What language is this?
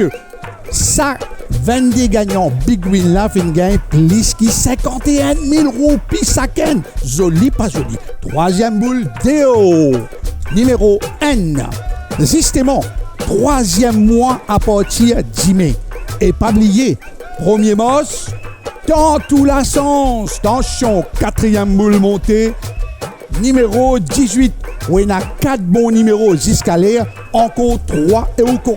Morisyen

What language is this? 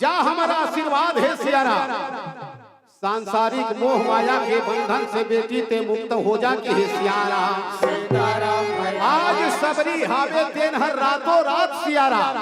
Chhattisgarhi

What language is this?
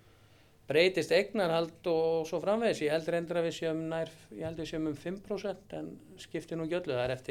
Icelandic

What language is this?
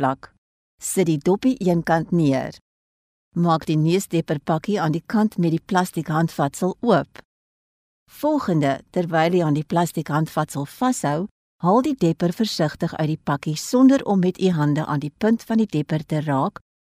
Afrikaans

